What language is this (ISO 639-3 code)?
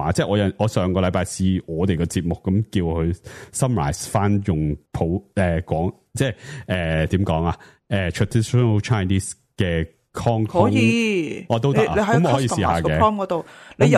yue